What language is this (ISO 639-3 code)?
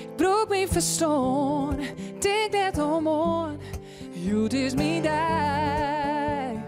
fry